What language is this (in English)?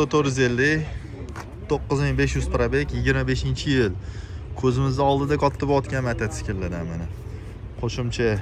Uzbek